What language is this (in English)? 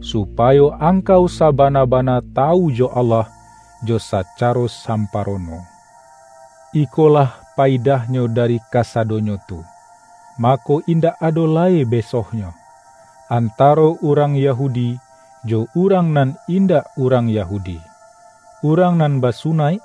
Minangkabau